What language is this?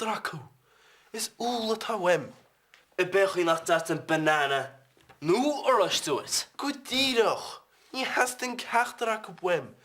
Irish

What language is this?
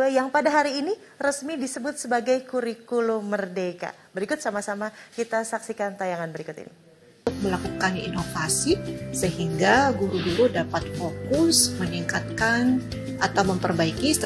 Indonesian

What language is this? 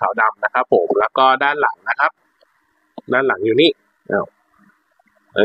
Thai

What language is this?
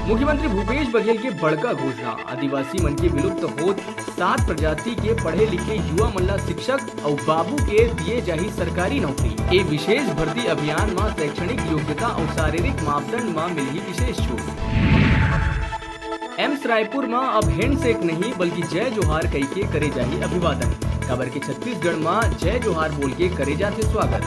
Chhattisgarhi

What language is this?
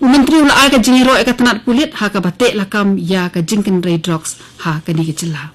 Khasi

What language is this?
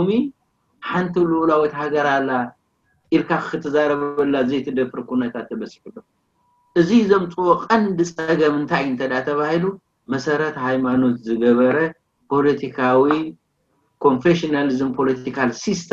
Tigrinya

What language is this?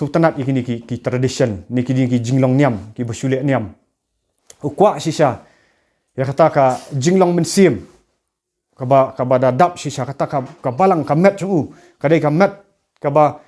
Khasi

